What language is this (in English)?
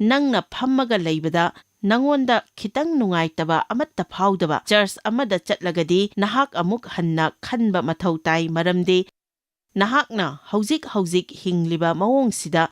Manipuri